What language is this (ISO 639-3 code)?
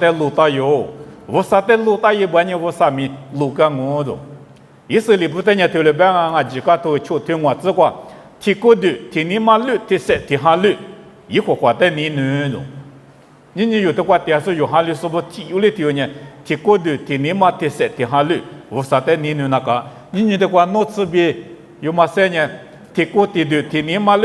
lis